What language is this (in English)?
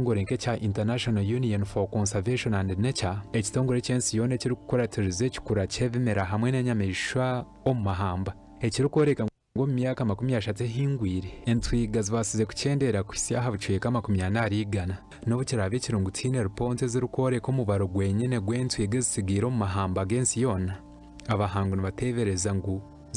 Nyankole